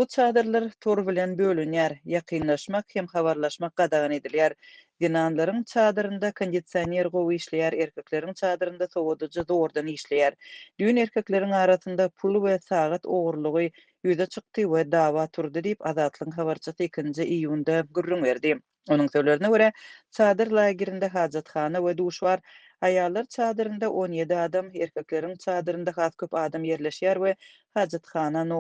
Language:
Turkmen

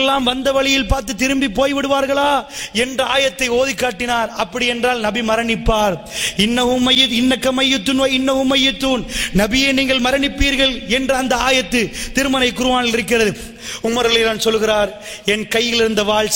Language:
Tamil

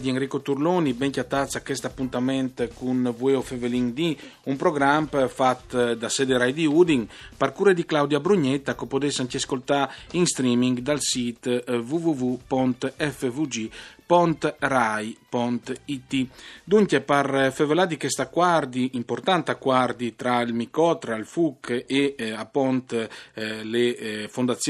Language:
Friulian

